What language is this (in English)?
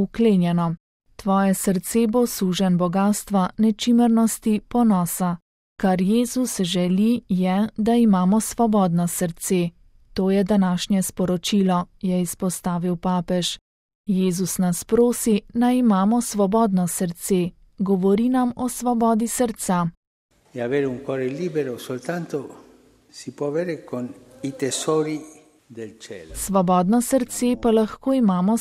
Slovenian